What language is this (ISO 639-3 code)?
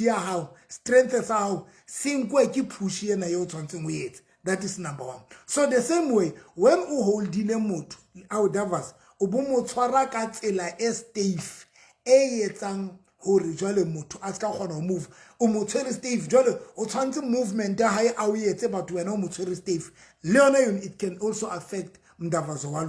sot